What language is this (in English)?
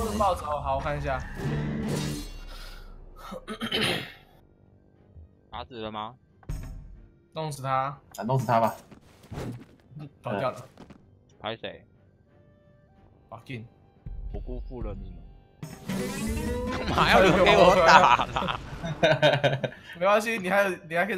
Chinese